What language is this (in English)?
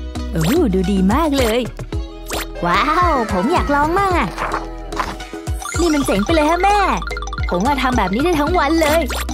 Thai